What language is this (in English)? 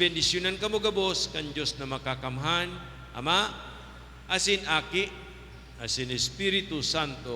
Bikol